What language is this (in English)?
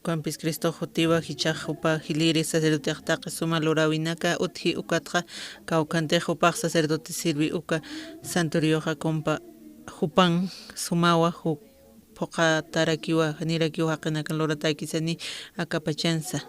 Aymara